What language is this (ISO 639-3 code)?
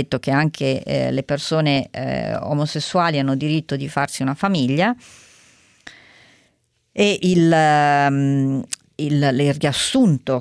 ita